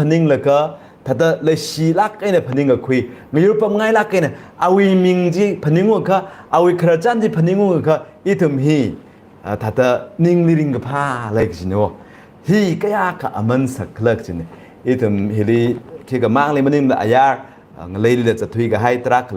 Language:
Tangkhul Naga (India)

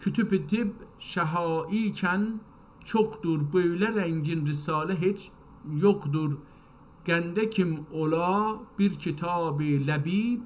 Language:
South Azerbaijani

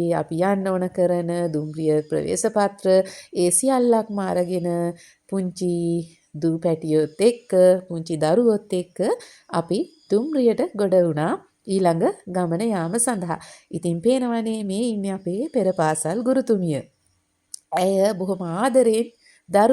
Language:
Sinhala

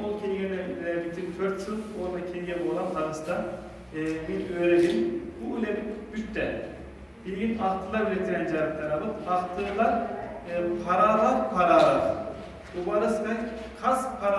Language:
Yakut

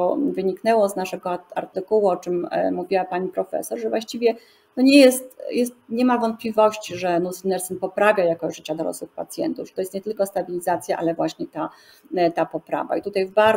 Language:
Polish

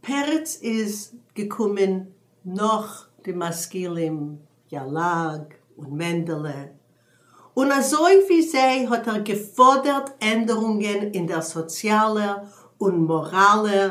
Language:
Yiddish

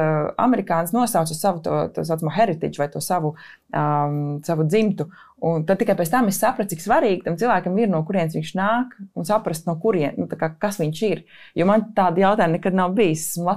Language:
Latvian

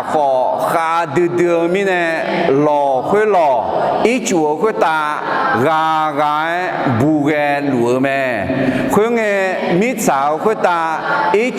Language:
Akha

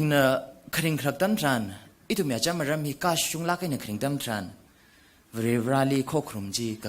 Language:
Tangkhul Naga (India)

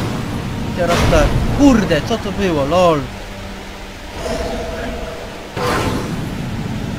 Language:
Polish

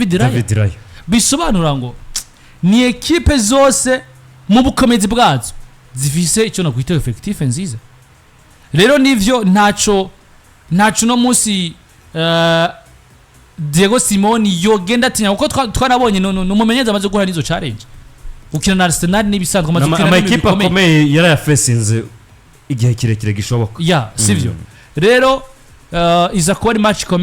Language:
Rundi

